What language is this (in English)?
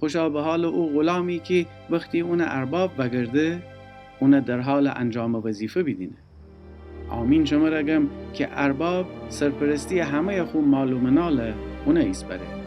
Gilaki